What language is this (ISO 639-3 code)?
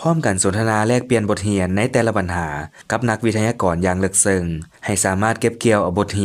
lao